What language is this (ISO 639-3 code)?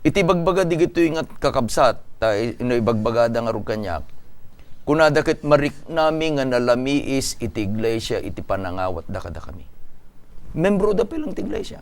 ilo